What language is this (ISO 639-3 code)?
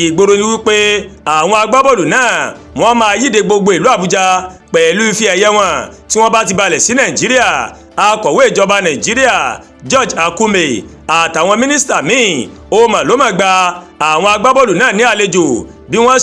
yor